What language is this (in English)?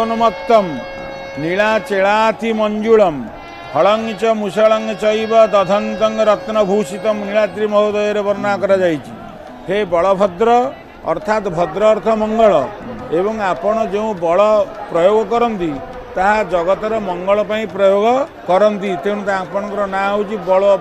Odia